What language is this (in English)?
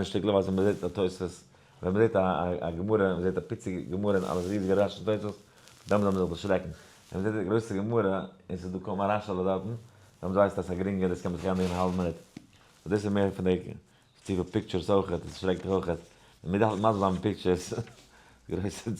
Yiddish